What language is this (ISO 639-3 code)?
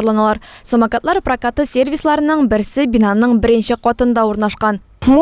tat